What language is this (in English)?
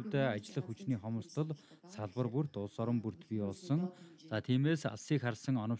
Mongolian